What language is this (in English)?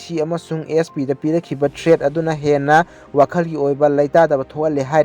Manipuri